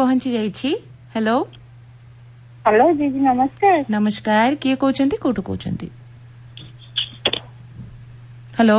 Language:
Odia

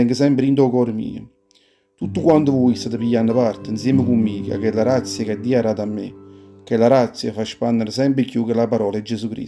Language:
Neapolitan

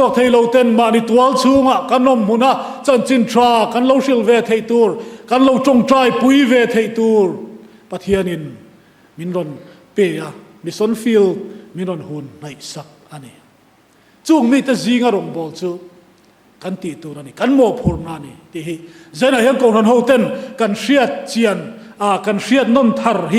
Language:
Mizo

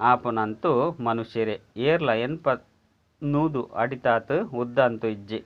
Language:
Tulu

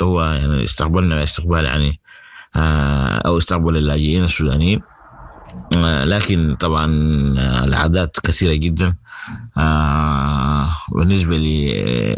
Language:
Sudanese Arabic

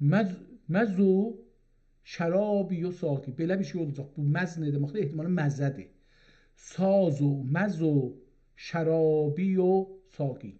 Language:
South Azerbaijani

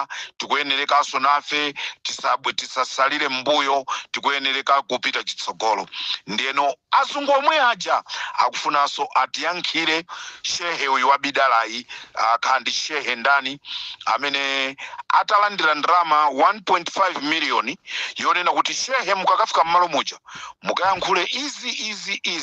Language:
Nyanja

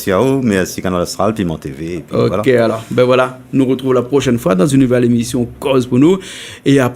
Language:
Réunion Creole French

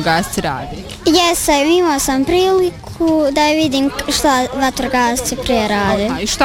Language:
Bosnian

